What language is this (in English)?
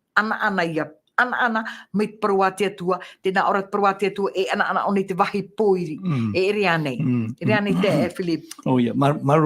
Tahitian